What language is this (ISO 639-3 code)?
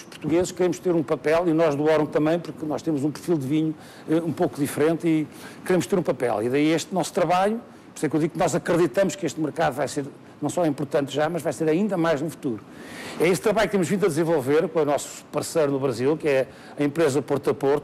por